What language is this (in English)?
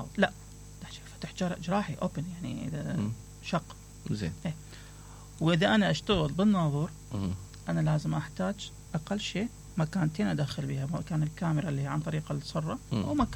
Mesopotamian Arabic